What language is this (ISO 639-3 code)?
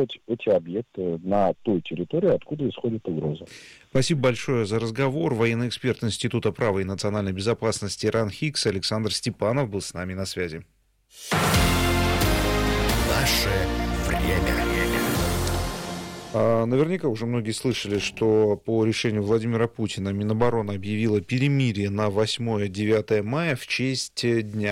rus